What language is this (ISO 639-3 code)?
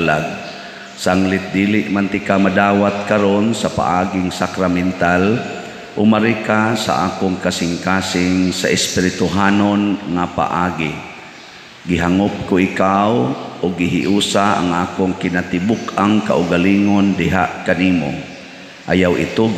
ceb